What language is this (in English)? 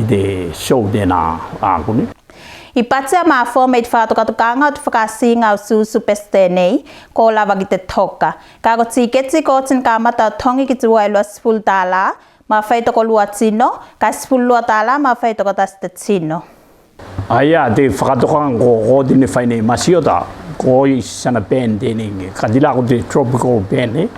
Tuvalu